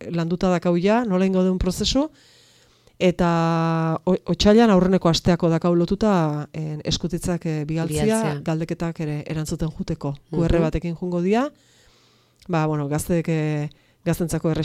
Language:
Basque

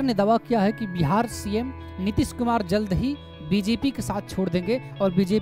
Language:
Hindi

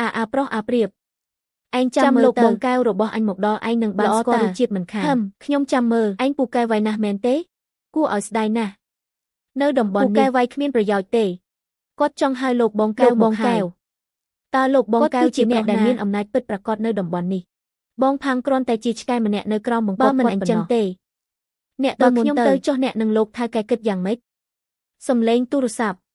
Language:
Khmer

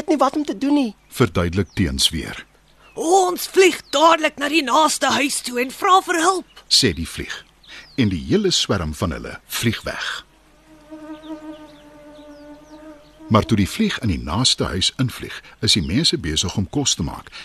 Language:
Afrikaans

